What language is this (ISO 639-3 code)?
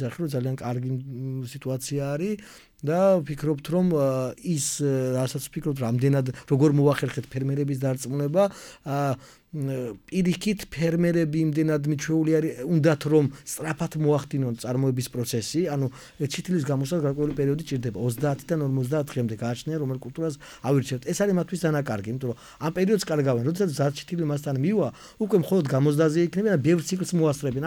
kat